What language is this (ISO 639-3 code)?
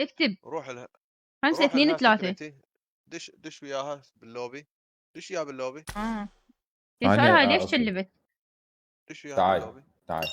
acm